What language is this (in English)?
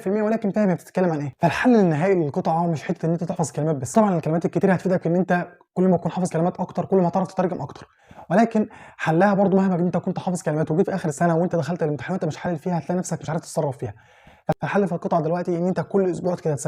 Egyptian Arabic